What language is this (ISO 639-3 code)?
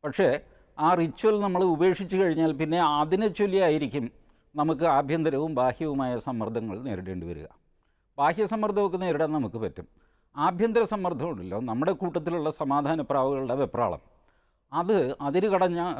mal